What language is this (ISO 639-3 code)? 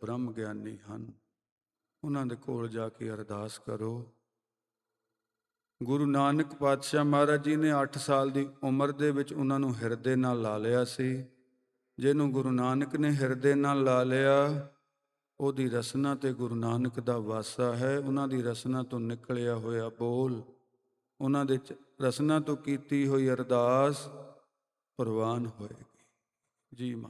pan